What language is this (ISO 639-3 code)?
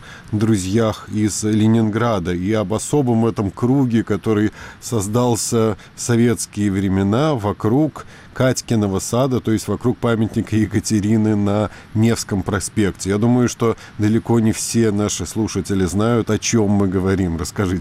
rus